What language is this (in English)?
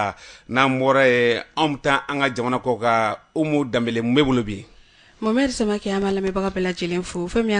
Bambara